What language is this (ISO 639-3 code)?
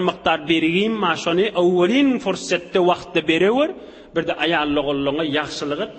tuk